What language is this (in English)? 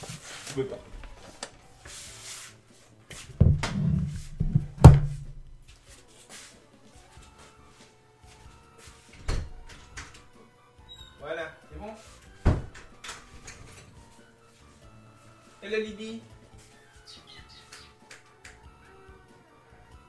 French